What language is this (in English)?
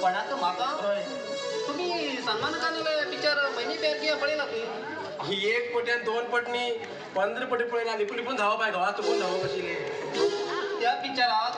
Konkani